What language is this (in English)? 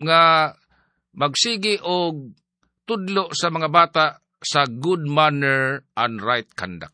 Cebuano